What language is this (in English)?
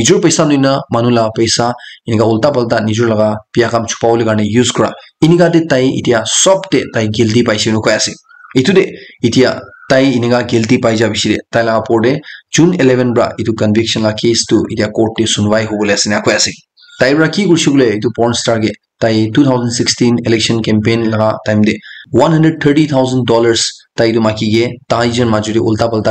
Naga Pidgin